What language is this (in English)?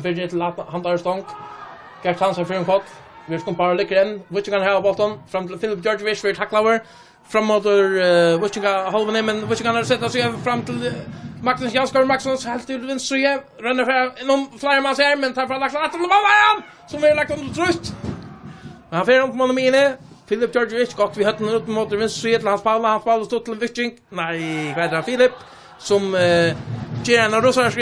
Faroese